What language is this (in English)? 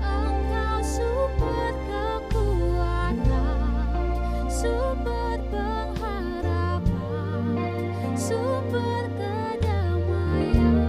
Ambonese Malay